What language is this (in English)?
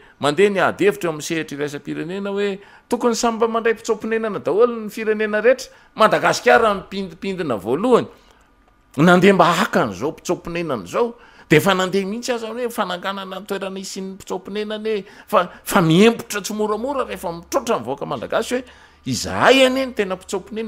Malagasy